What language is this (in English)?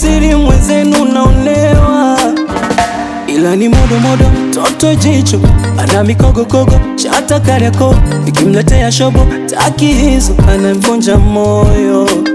Swahili